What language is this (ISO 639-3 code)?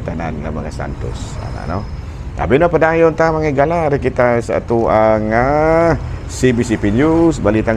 ceb